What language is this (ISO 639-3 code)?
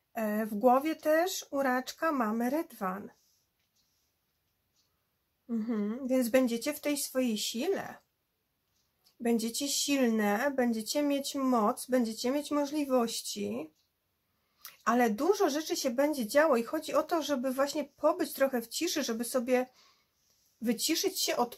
pol